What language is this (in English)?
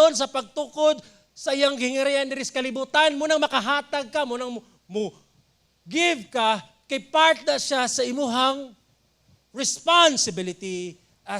Cebuano